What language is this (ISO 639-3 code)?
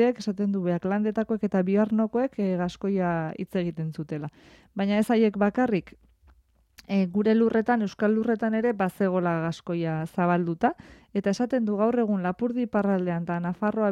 eus